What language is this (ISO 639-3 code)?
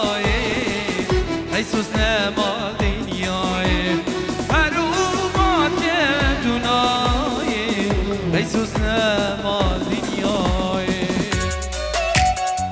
fas